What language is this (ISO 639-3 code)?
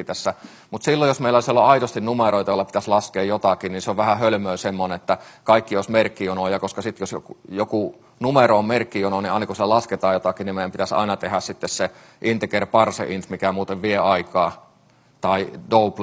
fin